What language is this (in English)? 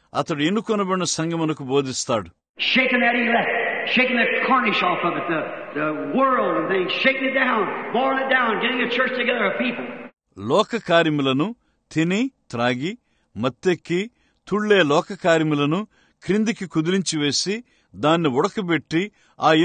Telugu